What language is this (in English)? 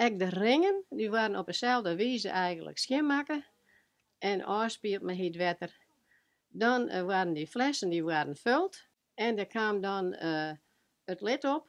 Western Frisian